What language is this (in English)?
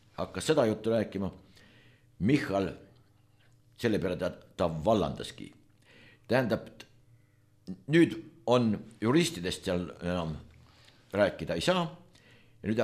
Estonian